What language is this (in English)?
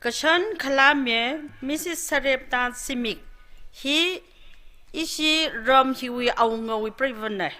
Tangkhul Naga (India)